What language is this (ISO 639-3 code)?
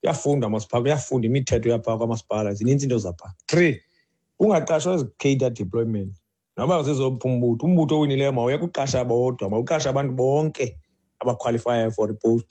xho